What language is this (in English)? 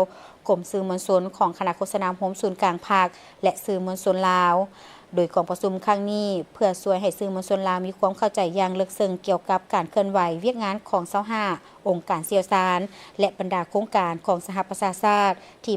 Lao